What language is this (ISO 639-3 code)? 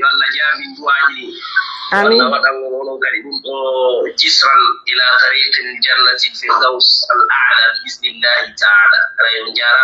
fuf